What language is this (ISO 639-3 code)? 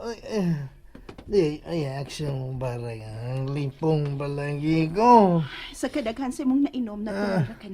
ceb